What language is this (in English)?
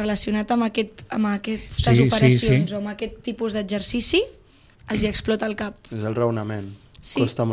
Catalan